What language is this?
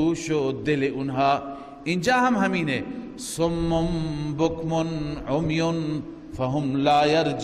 Persian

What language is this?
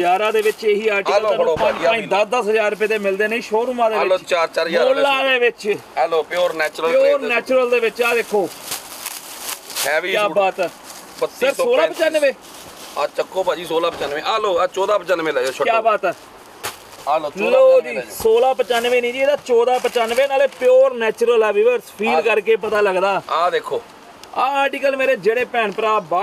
Punjabi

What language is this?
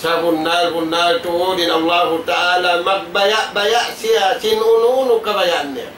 Tausug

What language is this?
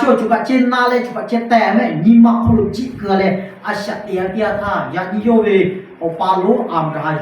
Lahu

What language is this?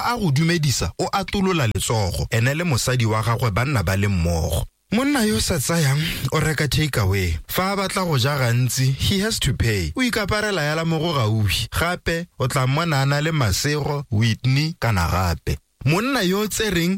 Tswana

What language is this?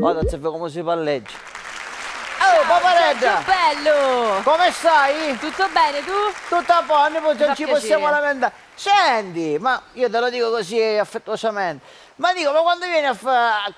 Sicilian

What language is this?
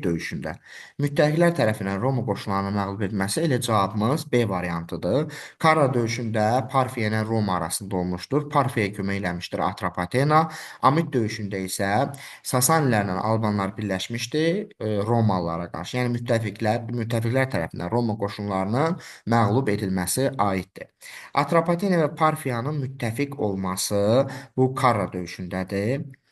Azerbaijani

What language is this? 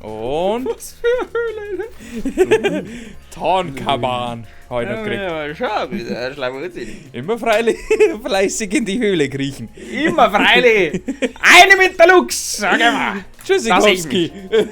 Bavarian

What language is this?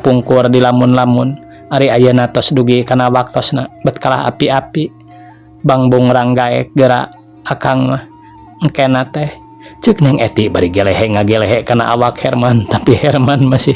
Sundanese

